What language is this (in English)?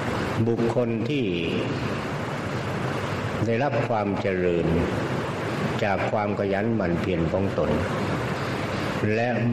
Thai